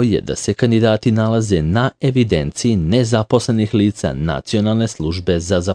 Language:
Serbian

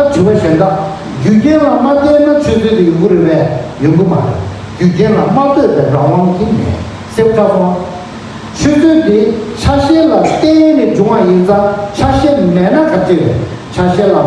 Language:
Tibetan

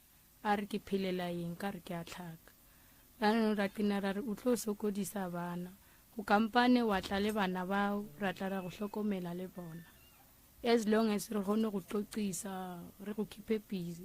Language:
Northern Sotho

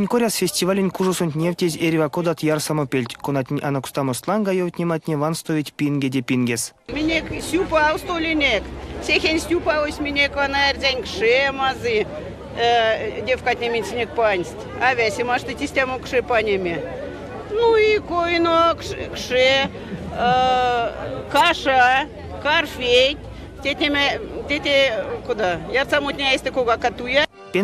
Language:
Erzya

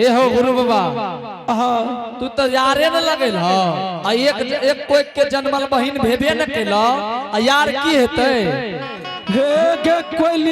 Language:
Angika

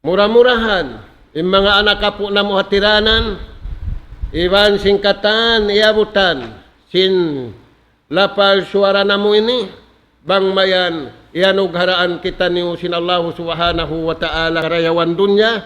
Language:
Tausug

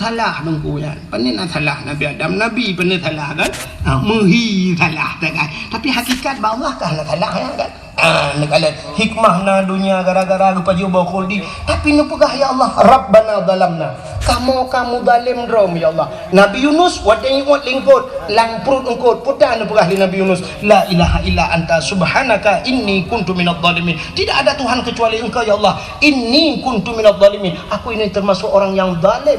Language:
Achinese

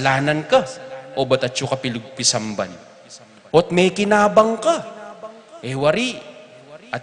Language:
Pampanga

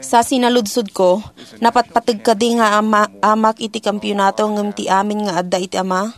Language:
Iloko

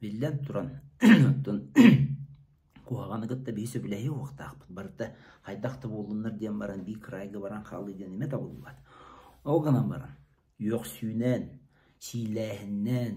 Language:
Yakut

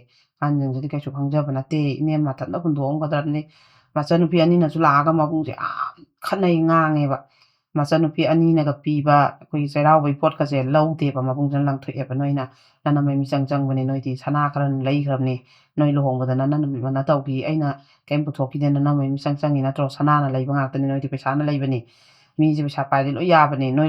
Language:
Manipuri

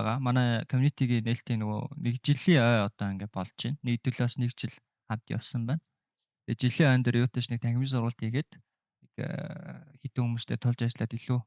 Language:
Mongolian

